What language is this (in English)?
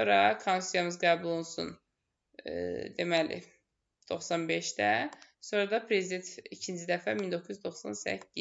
Azerbaijani